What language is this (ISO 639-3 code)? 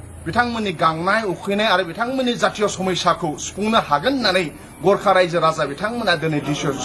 brx